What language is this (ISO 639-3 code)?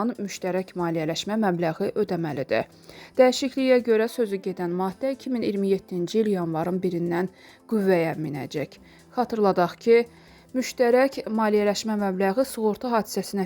aze